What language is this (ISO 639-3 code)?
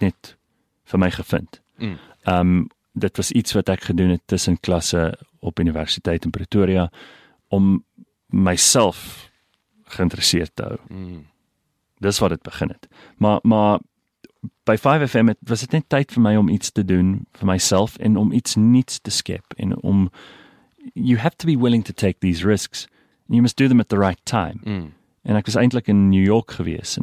afr